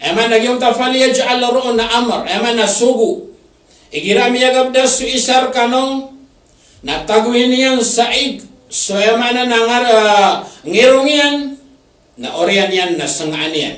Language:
Maranao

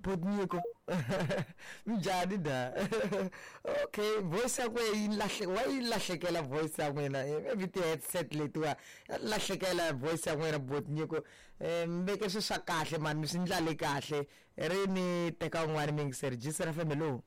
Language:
Tsonga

